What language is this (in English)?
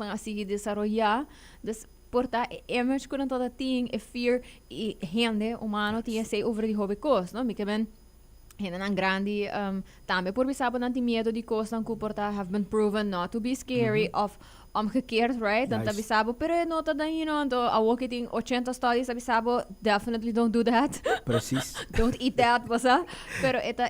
Papiamento